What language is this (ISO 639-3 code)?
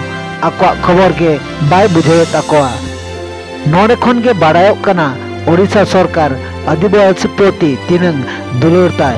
sat